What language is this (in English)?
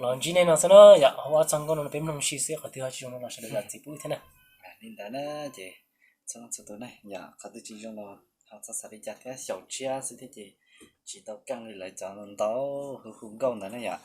Hmong